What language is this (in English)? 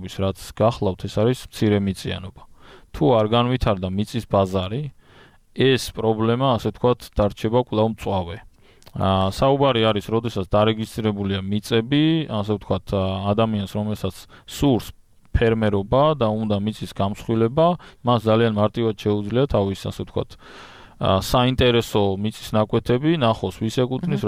Georgian